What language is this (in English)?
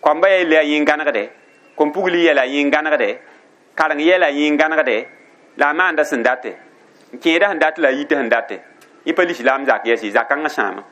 Mossi